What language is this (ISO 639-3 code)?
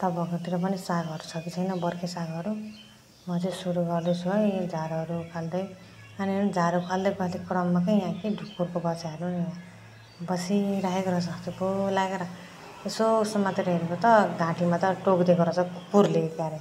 nep